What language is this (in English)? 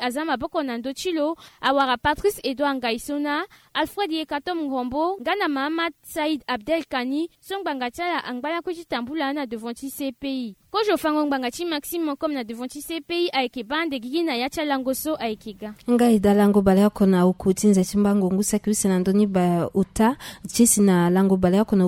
Sango